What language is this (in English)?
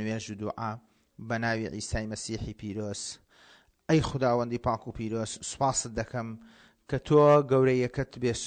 Central Kurdish